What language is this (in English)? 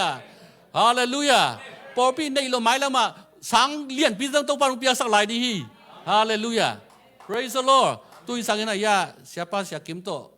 Tedim Chin